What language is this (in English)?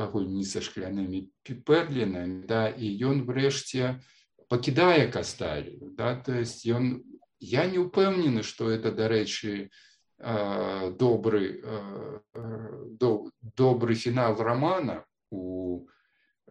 Belarusian